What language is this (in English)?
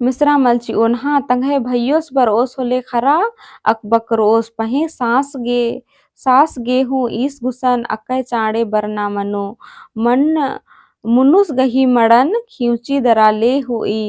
Kurukh